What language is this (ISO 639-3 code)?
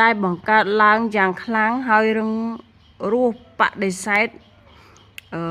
khm